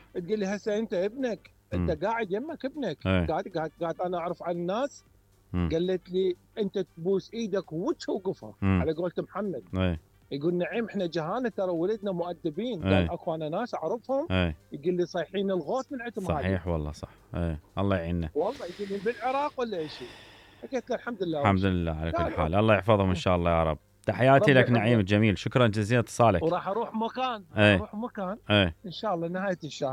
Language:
Mesopotamian Arabic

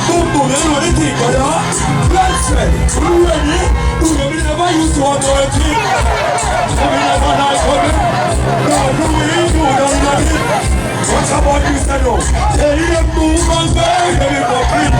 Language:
Jamaican Creole English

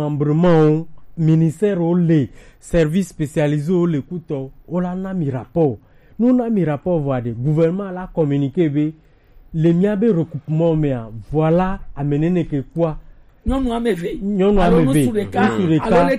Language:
Gen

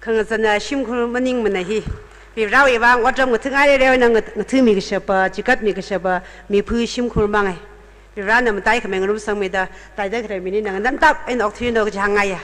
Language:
Tangkhul Naga (India)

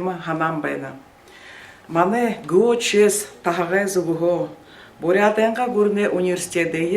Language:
Buriat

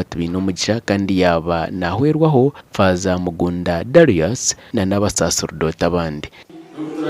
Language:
Nyankole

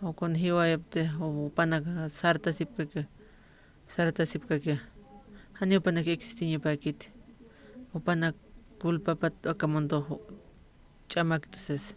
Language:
Aymara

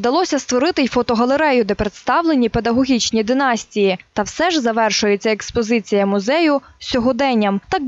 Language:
Ukrainian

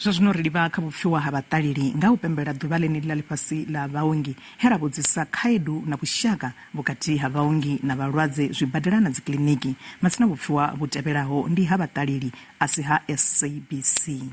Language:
Venda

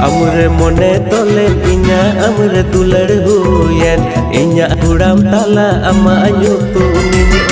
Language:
Santali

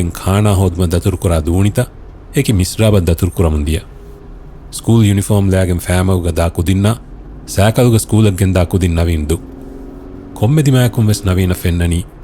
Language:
Divehi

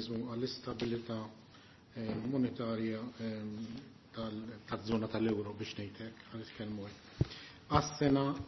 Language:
Maltese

